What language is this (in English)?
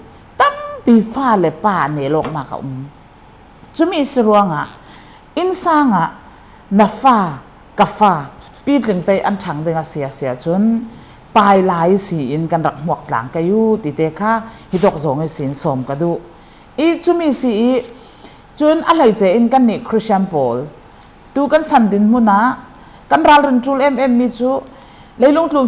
Falam Chin